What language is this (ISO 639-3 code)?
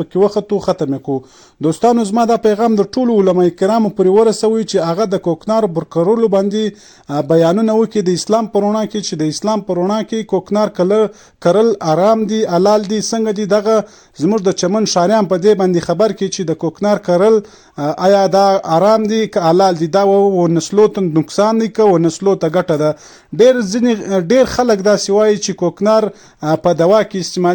pus